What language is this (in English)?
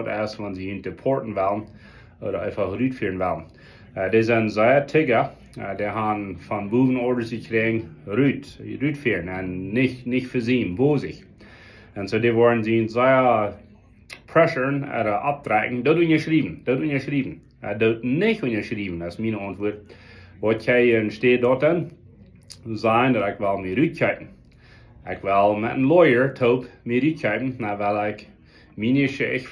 Plautdietsch